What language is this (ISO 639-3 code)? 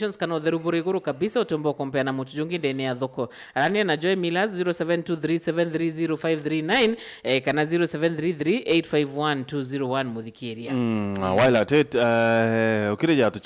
mer